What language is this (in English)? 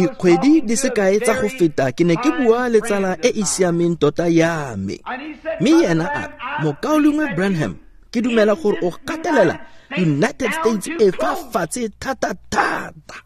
Tswana